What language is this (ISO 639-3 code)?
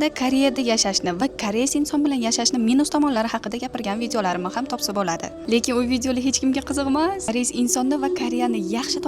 uzb